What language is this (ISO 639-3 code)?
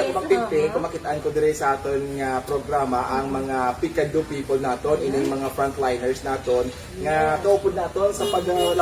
hil